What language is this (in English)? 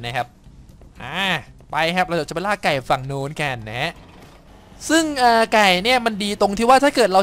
Thai